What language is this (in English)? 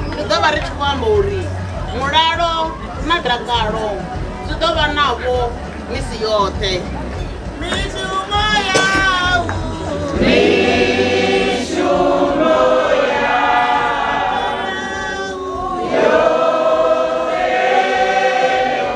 Venda